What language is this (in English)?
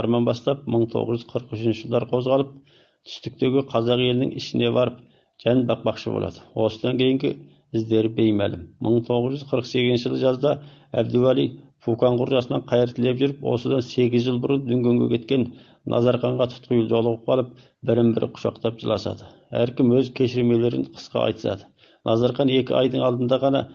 Kazakh